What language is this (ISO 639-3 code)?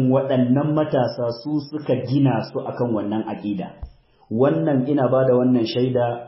hau